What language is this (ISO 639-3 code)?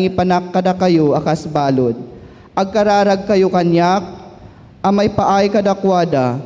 ilo